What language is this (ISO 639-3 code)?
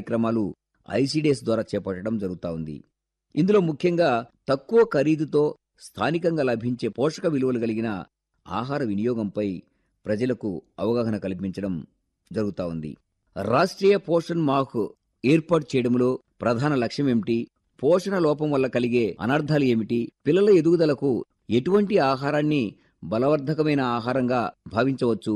tel